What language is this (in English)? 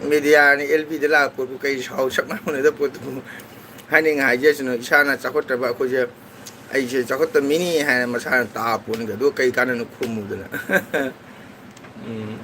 Manipuri